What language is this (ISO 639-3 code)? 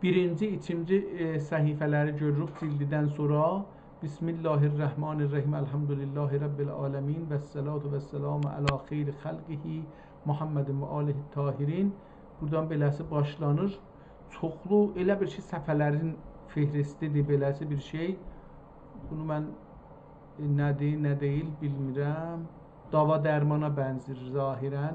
azb